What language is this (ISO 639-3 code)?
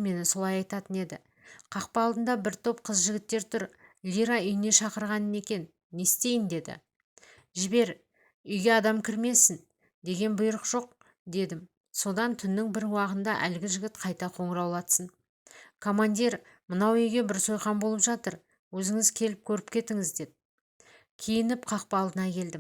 kaz